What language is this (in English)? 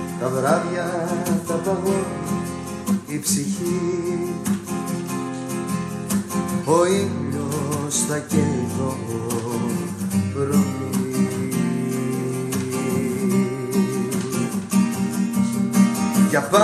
Greek